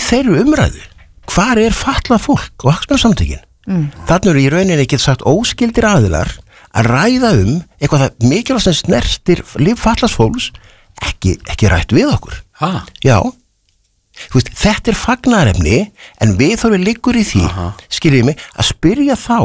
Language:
Icelandic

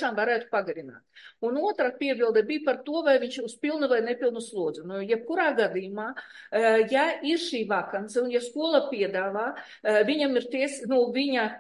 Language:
Latvian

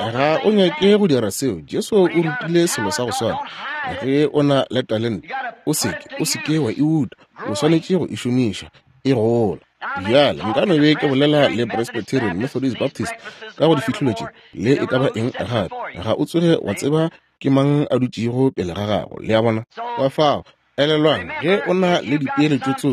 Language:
Northern Sotho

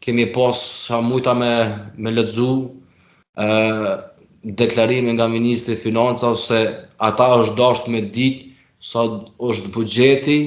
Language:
Albanian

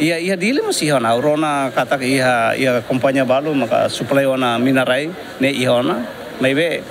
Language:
Tetum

